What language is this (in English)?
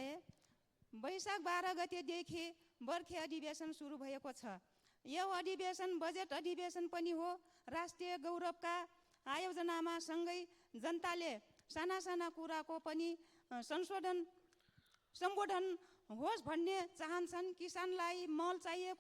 Nepali